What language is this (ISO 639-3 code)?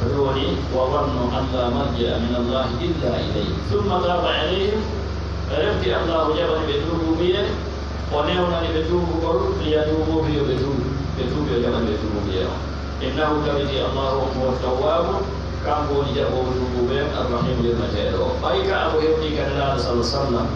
ful